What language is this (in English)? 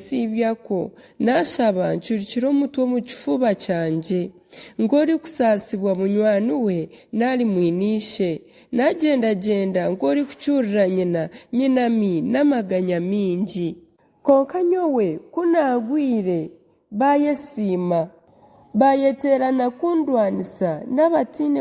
Nyankole